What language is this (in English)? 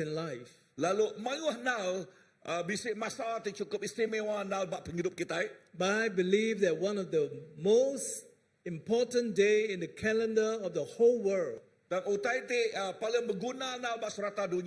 Iban